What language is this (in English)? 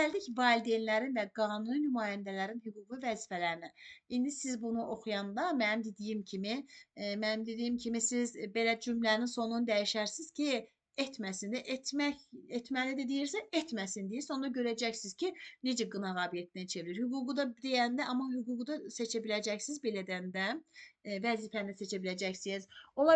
Azerbaijani